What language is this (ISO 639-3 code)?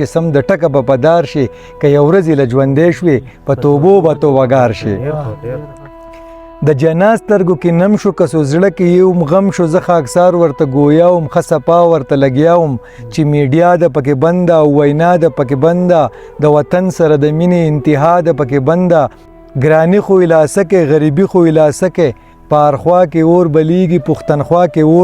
pus